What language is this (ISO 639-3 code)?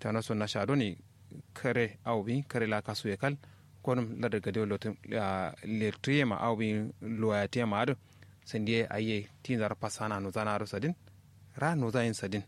kau